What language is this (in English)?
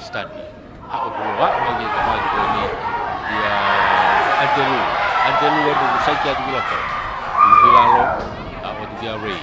Tongan